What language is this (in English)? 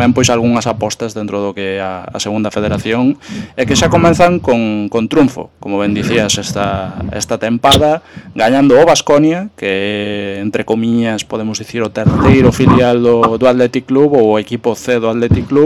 Galician